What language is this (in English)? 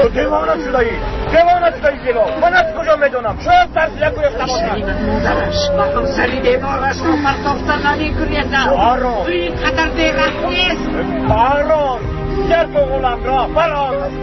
Tajik